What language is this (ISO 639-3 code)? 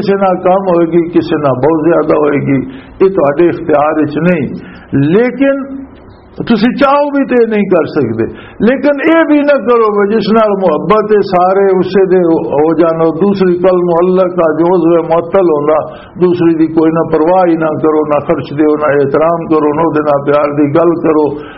lah